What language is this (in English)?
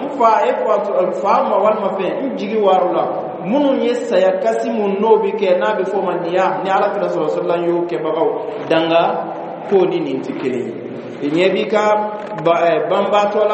Bambara